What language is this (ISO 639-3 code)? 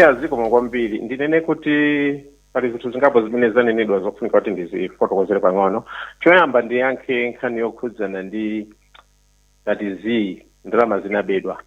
nya